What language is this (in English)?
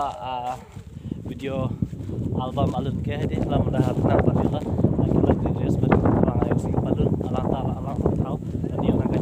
Karbi